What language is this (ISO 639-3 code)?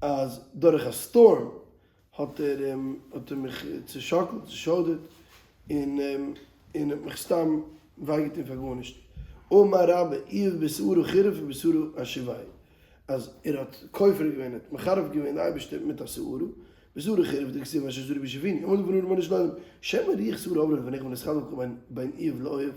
yid